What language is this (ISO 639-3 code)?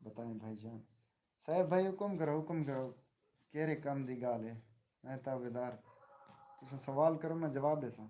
skr